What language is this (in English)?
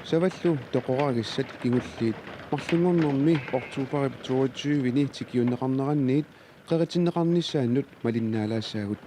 Kalaallisut